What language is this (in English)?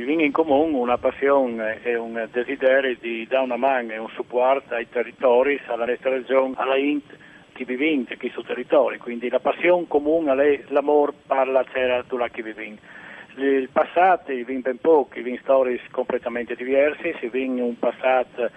Friulian